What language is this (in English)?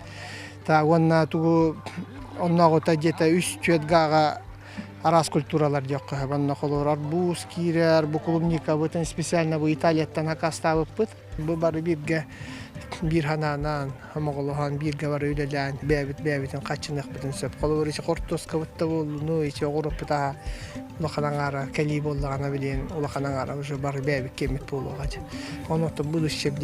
Yakut